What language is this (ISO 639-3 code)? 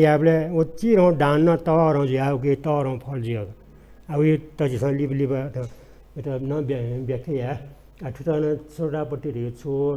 new